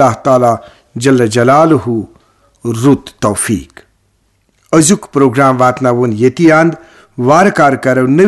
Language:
Kashmiri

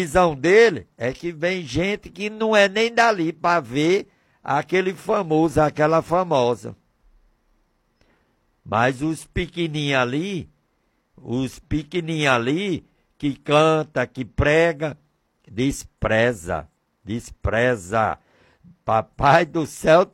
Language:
Portuguese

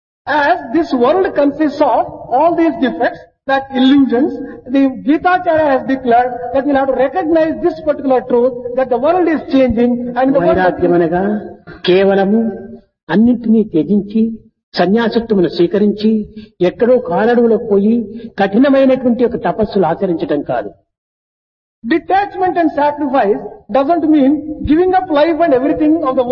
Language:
Telugu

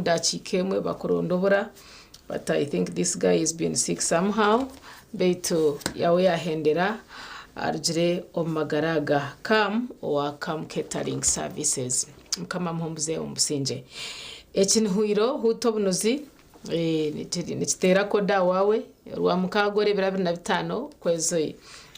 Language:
Nyankole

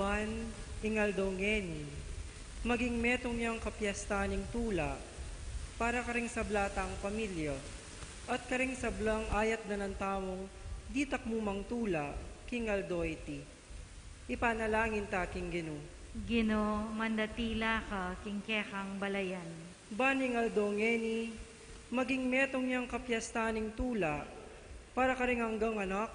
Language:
Pampanga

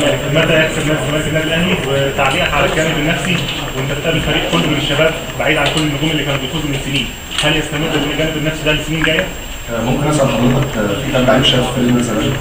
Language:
Egyptian Arabic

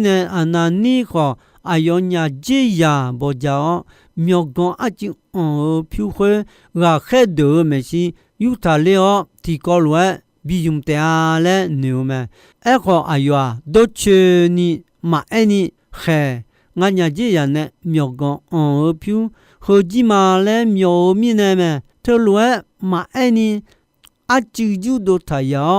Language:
Akha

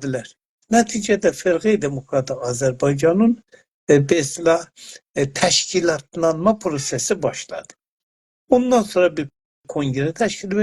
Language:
South Azerbaijani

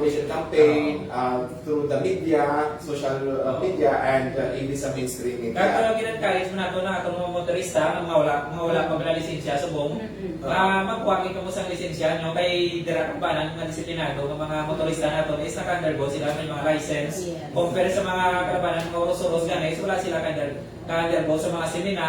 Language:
Hiligaynon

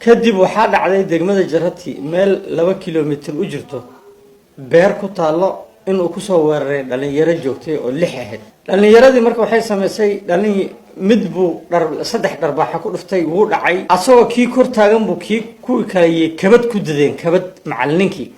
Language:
Somali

